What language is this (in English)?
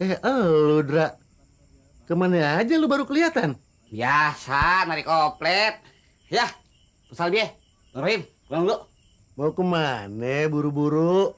Betawi